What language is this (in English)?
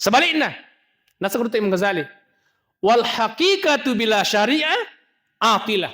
Buginese